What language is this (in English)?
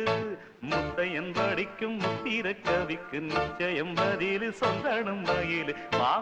Tamil